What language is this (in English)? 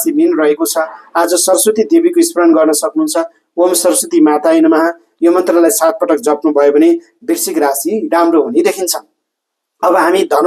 Nepali